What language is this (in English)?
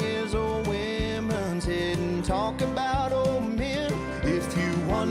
Gilbertese